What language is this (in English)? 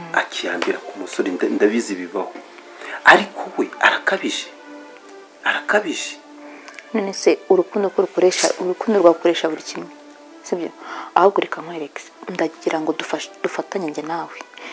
Kinyarwanda